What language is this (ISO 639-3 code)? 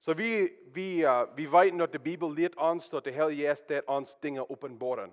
pdt